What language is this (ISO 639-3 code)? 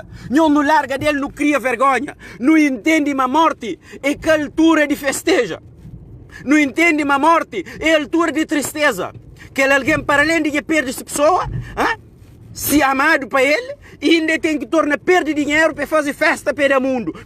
kea